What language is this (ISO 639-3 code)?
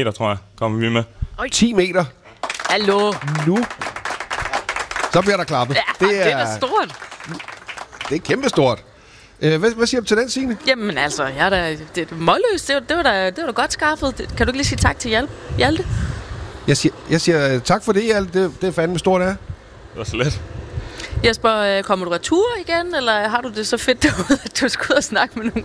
dan